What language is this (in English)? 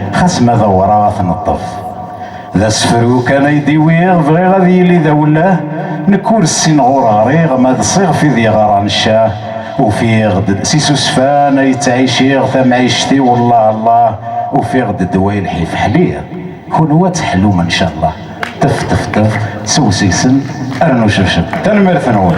Kabyle